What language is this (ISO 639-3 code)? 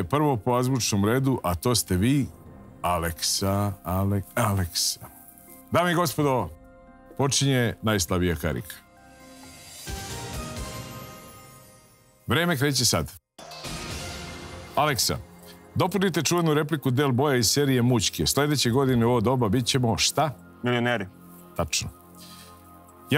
srp